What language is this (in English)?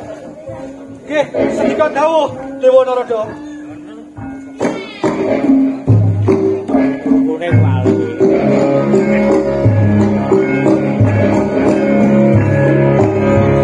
Javanese